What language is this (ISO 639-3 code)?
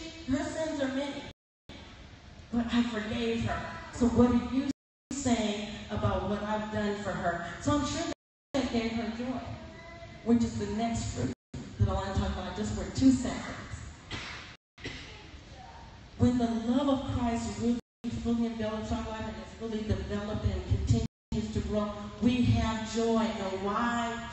eng